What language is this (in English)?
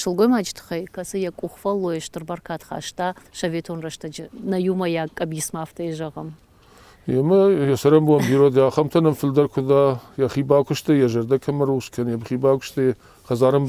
Ossetic